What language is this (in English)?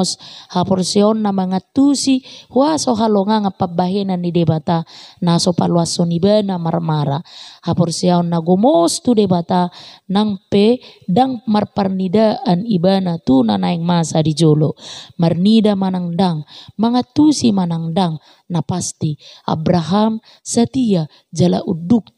Batak Toba